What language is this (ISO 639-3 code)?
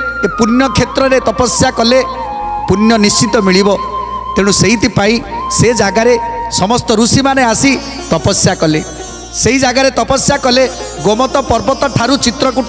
ori